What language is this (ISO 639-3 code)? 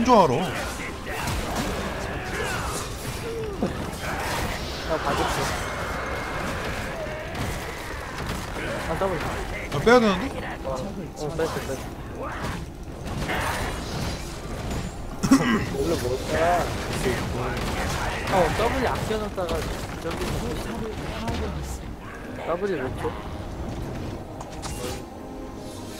kor